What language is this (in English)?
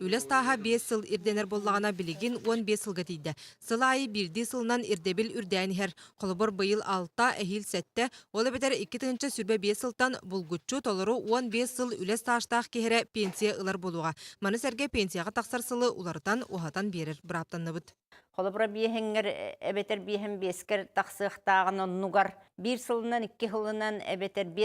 Yakut